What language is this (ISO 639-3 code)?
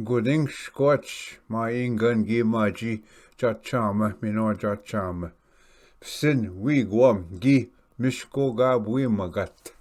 oji